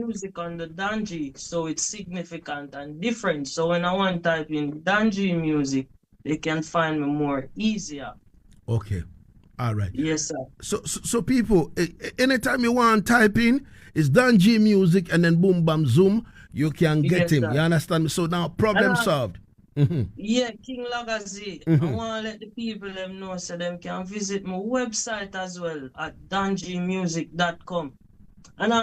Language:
Jamaican Creole English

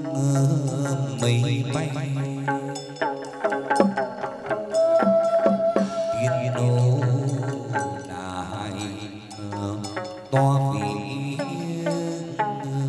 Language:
Vietnamese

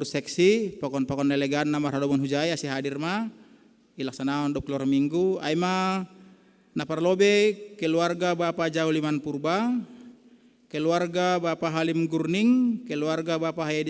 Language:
Batak Simalungun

